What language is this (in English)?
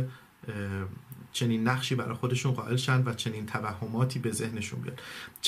Persian